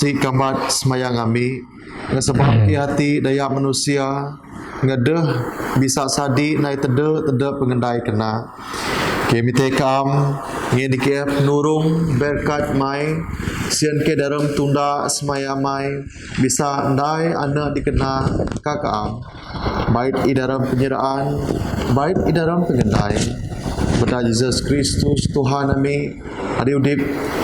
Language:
Biatah Bidayuh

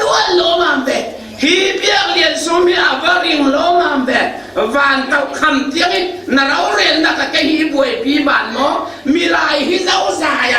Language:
Falam Chin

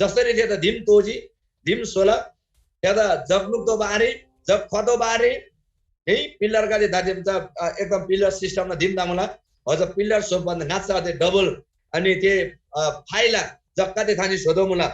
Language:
Eastern Tamang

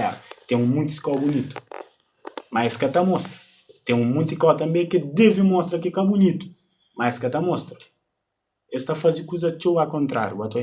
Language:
Kabuverdianu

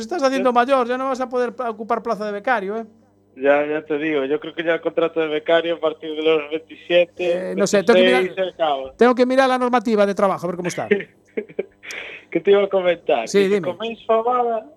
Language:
Spanish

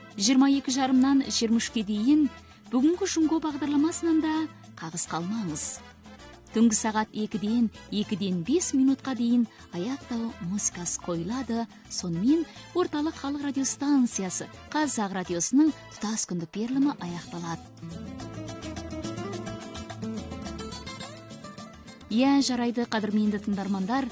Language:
Kazakh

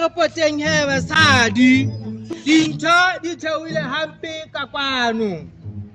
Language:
Southern Sotho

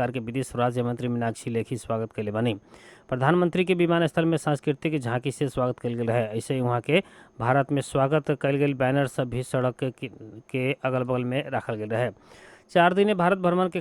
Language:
Bhojpuri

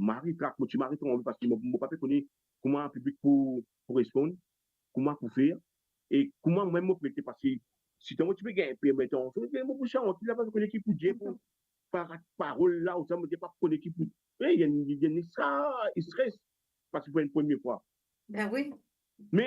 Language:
Morisyen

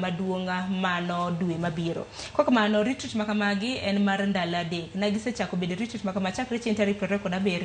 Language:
Luo (Kenya and Tanzania)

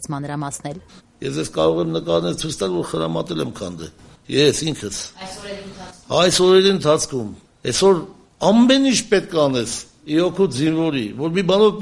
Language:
Armenian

